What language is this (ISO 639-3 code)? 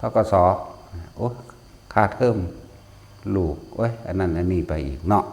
tts